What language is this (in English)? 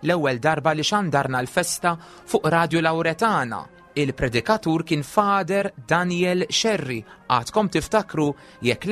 Maltese